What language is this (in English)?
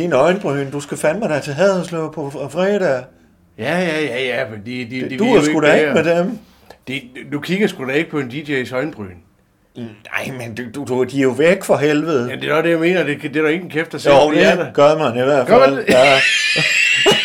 Danish